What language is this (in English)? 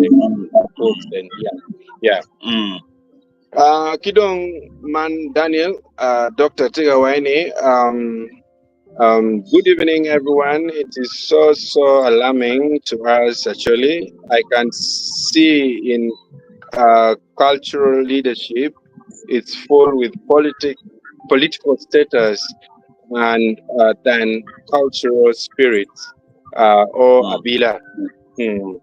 Acoli